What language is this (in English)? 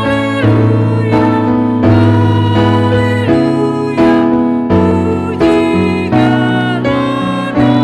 Batak Karo